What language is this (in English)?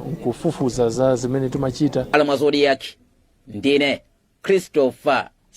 Nyanja